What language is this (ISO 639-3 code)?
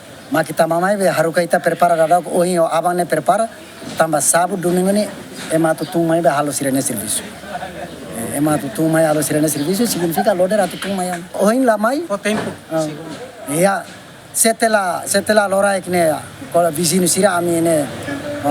tet